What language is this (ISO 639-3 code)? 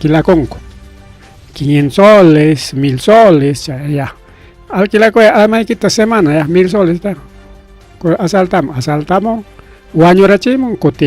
quy